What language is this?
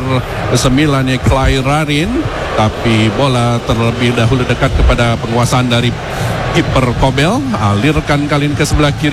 Indonesian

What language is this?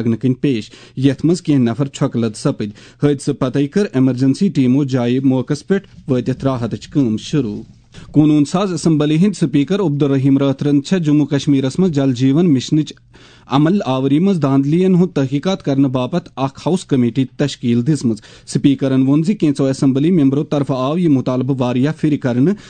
Kashmiri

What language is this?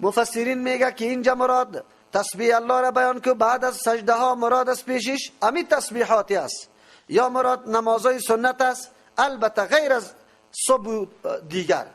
Persian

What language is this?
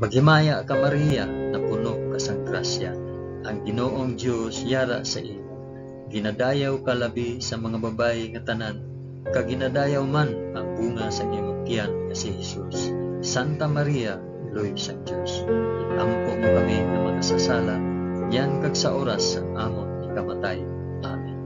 Hiligaynon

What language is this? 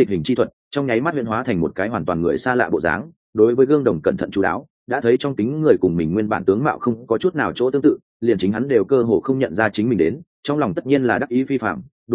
Vietnamese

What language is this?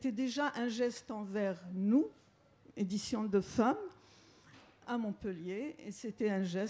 French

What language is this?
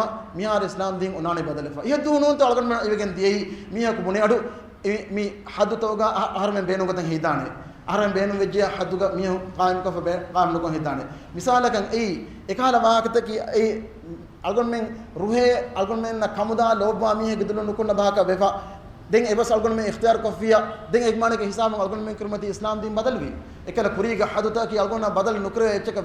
Divehi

